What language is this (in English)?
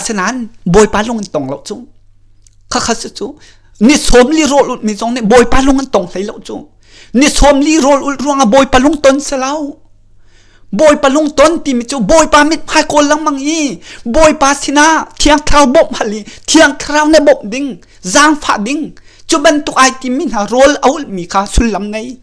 Hakha Chin